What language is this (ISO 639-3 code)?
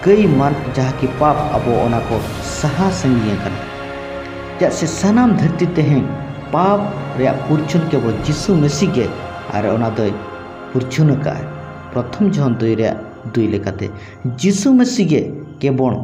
sat